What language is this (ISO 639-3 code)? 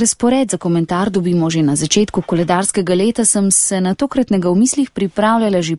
slv